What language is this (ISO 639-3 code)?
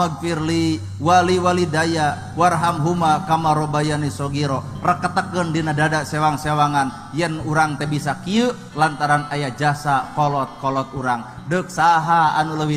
sun